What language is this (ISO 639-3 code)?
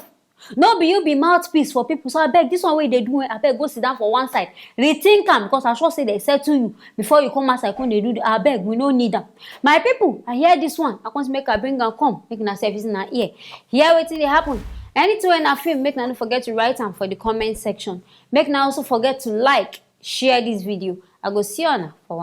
pcm